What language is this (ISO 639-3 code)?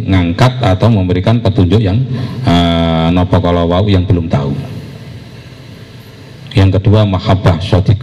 ind